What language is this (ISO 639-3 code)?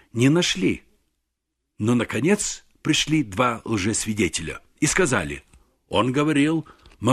rus